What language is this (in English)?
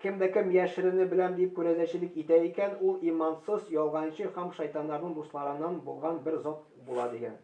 Tatar